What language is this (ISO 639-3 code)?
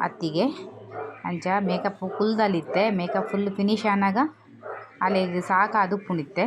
tcy